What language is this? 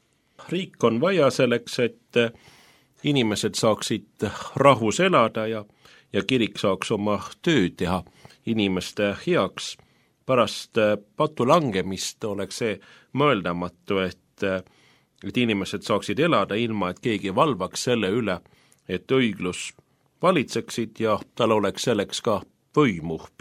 Estonian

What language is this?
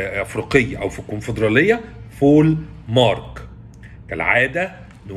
Egyptian Arabic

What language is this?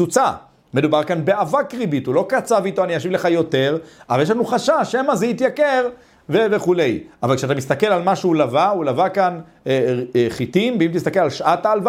Hebrew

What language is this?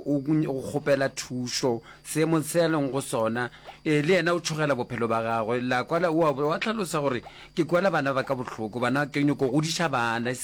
Northern Sotho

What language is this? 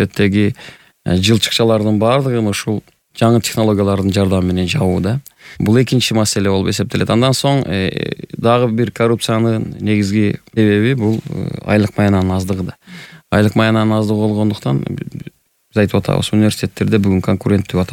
Kyrgyz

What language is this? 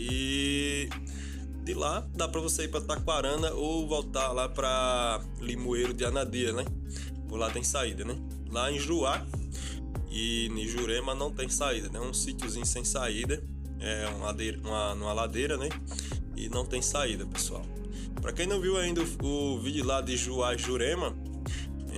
Portuguese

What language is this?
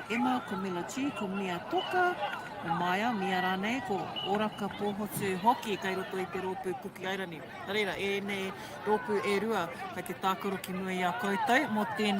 Māori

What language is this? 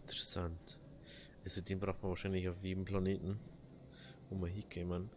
Bavarian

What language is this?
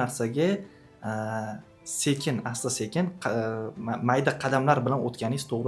Uzbek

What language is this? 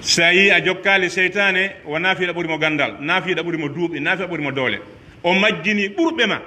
Pular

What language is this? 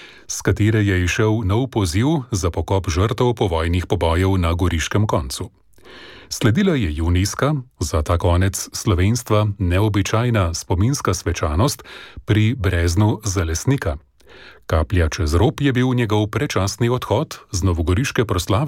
Slovenian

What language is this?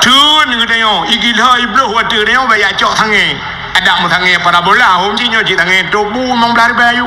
Achinese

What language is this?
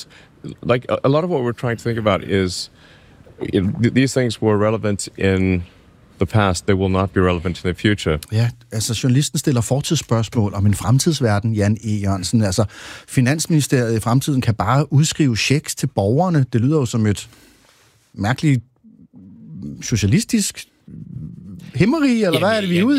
Danish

